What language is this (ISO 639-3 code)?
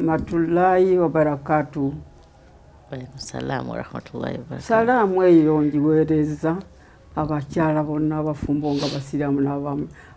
lug